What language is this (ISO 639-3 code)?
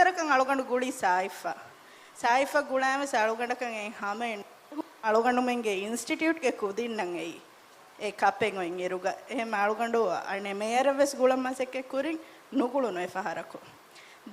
div